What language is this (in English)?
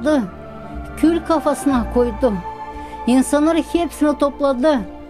Gagauz